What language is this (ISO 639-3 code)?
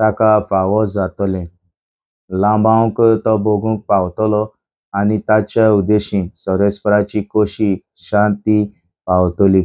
kok